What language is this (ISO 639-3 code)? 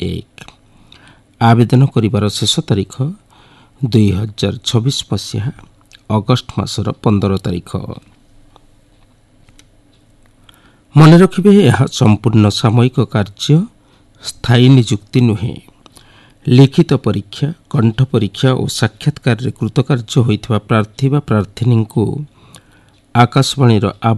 ori